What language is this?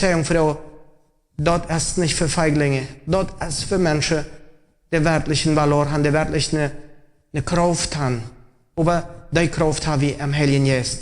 Plautdietsch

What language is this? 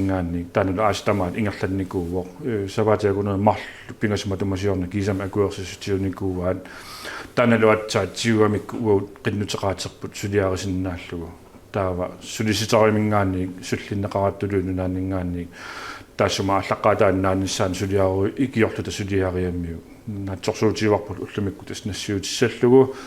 Kalaallisut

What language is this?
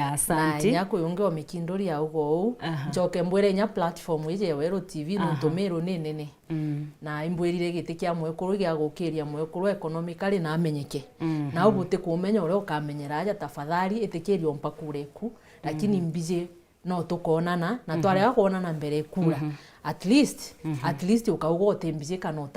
Meru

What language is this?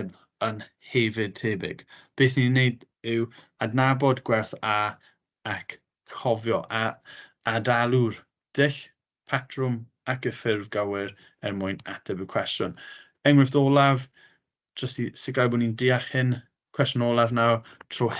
Welsh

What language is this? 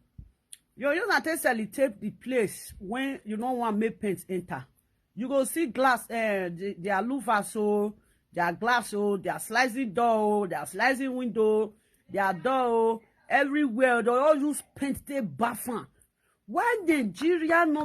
Nigerian Pidgin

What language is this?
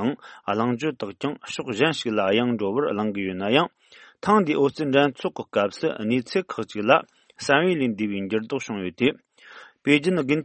Tibetan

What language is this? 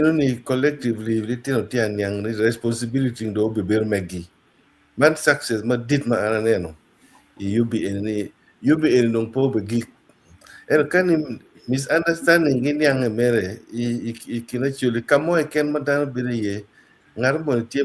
Acoli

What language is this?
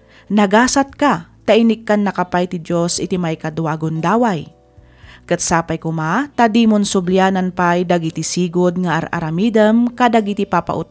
Iloko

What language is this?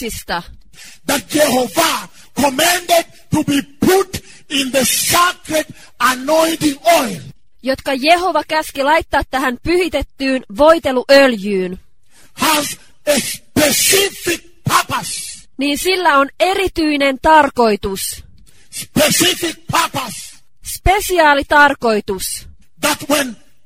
Finnish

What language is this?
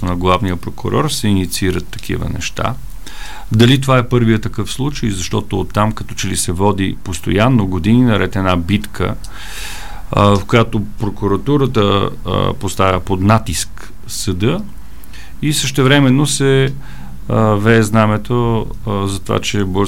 Bulgarian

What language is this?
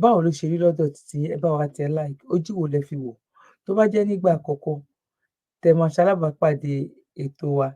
Yoruba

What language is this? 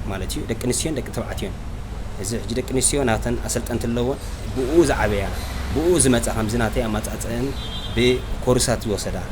Tigrinya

